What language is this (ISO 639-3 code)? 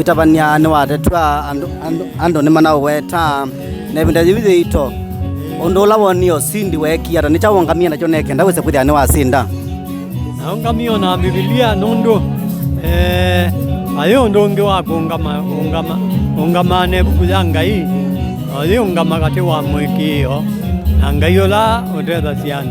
kam